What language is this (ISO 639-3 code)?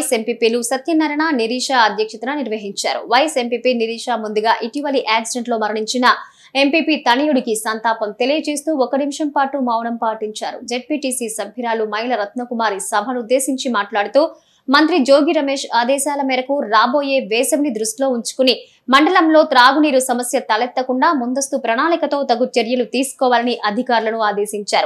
tel